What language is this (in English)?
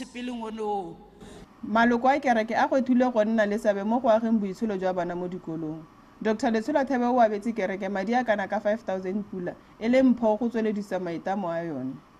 Tswana